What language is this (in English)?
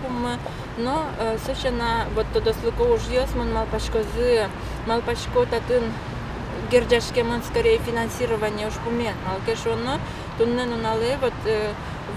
Udmurt